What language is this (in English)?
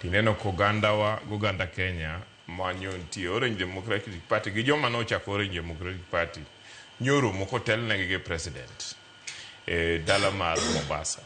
Luo (Kenya and Tanzania)